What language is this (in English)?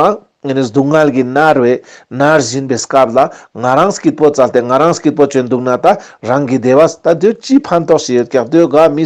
Ladakhi